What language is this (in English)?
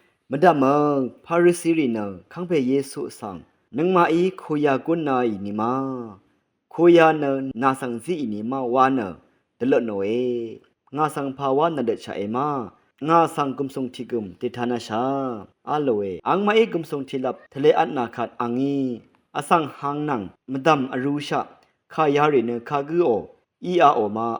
Rawang